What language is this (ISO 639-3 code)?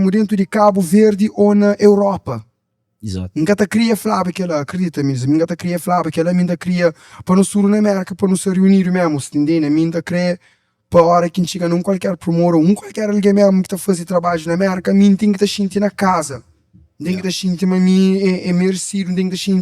kea